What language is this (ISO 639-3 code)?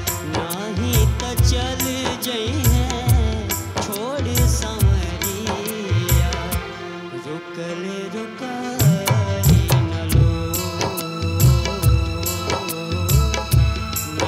bho